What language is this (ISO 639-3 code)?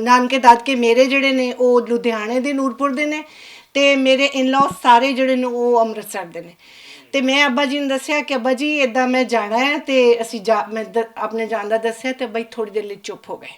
lah